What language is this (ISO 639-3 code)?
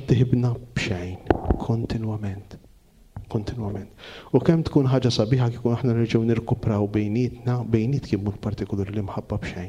mlt